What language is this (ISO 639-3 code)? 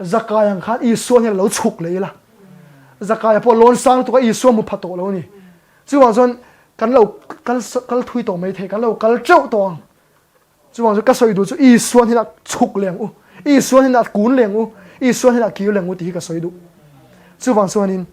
lus